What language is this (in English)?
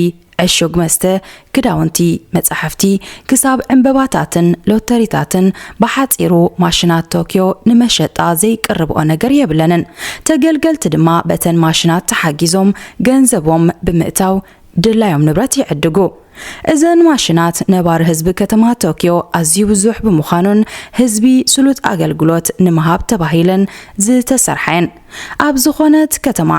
Tigrinya